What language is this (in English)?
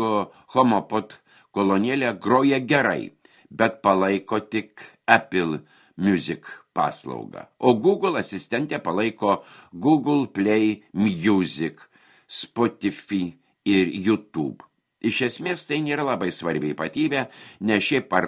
Lithuanian